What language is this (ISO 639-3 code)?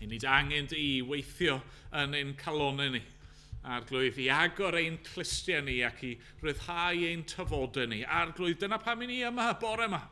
cym